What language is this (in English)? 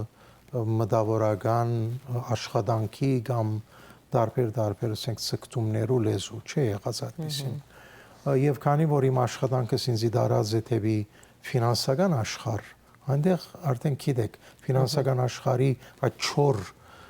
Western Armenian